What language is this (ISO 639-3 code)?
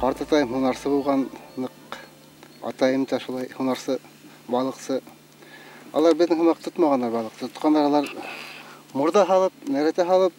bak